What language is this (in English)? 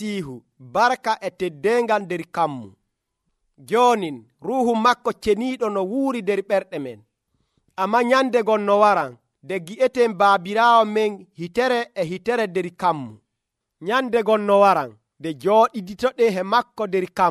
Nigerian Fulfulde